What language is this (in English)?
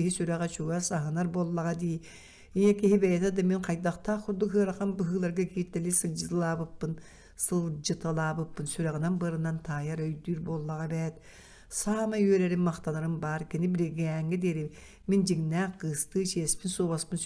Yakut